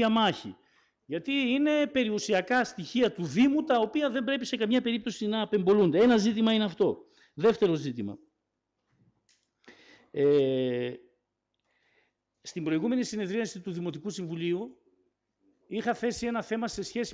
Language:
Greek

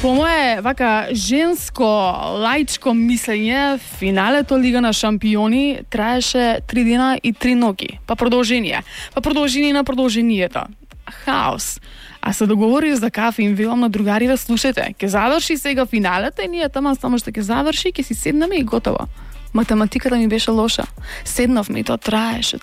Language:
Macedonian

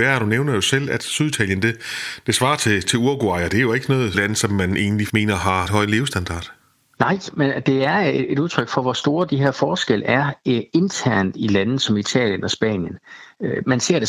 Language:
Danish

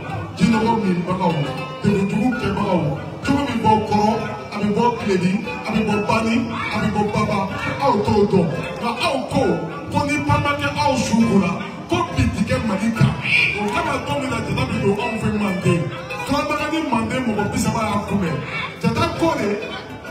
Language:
Bambara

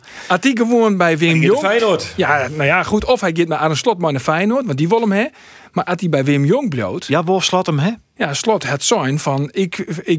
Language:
Western Frisian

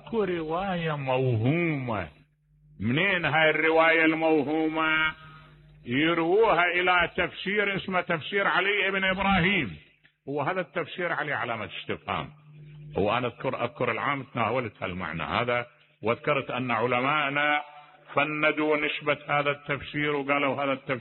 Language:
Mesopotamian Arabic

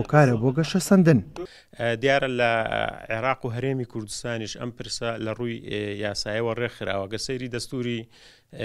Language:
Central Kurdish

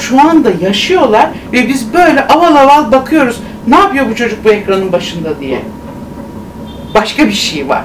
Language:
Turkish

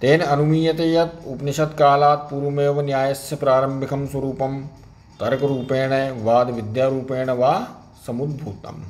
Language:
Sanskrit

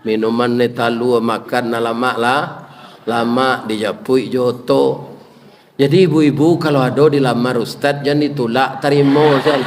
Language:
Minangkabau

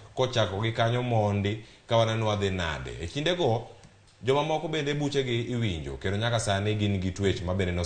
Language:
Luo (Kenya and Tanzania)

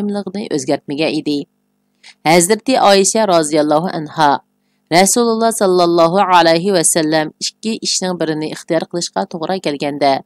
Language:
Uyghur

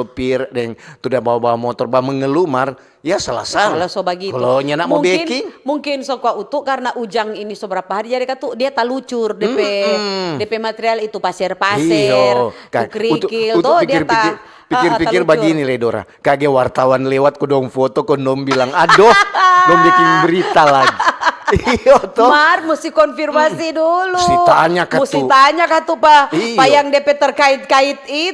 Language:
Manado Malay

